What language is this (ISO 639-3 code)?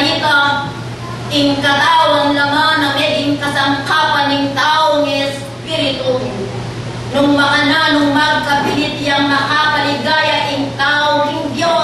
pam